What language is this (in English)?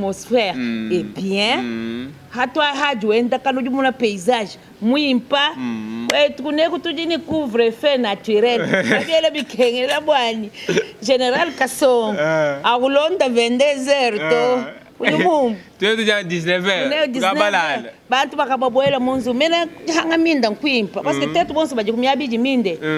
Luba-Lulua